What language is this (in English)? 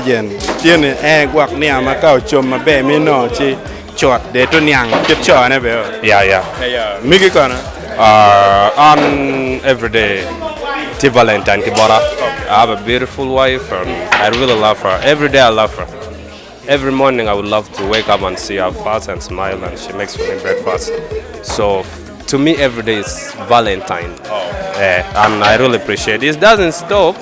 Acoli